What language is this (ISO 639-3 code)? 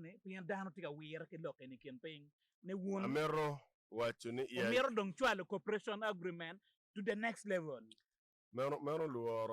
ach